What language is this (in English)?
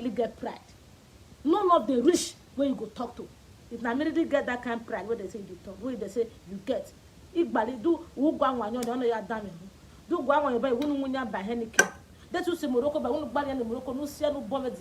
Nigerian Pidgin